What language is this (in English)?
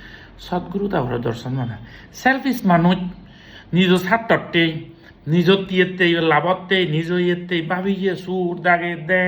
Chakma